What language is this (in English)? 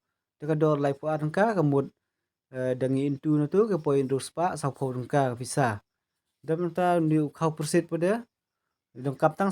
Khasi